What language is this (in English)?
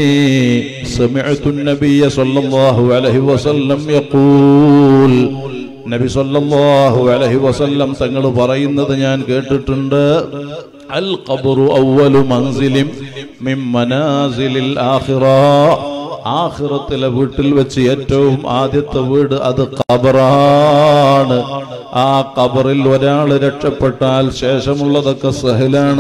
Malayalam